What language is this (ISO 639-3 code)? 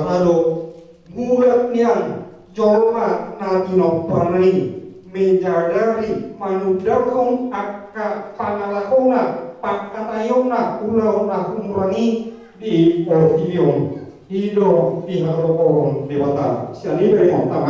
bbc